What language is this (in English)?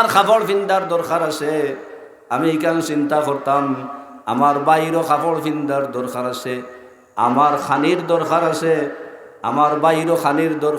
Sylheti